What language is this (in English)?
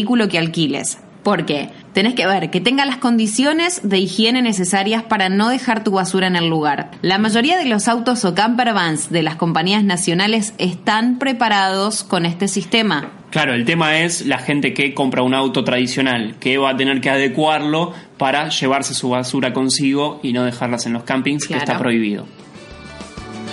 Spanish